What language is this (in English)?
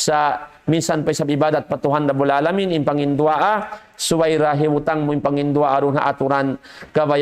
Tausug